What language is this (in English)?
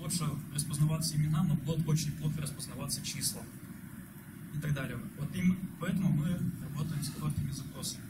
Russian